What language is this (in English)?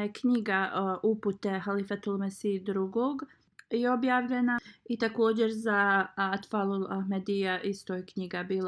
Bosnian